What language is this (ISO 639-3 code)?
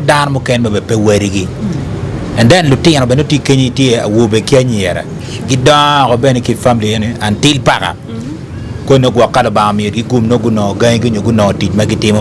ach